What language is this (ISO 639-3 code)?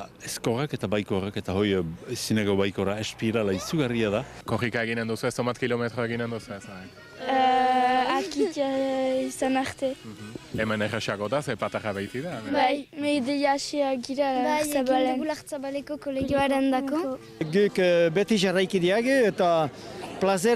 eus